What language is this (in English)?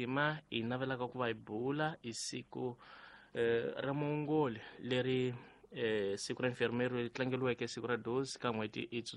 Tsonga